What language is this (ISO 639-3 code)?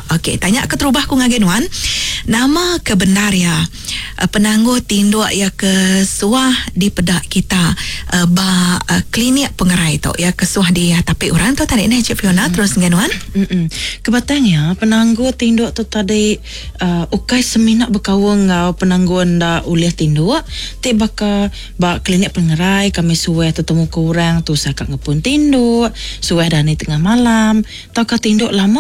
iba